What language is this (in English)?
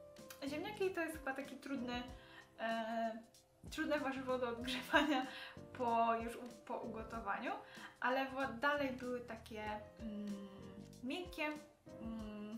Polish